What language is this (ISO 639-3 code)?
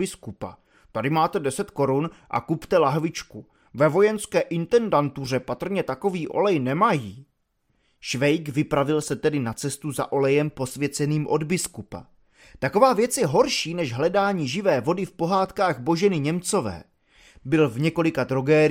ces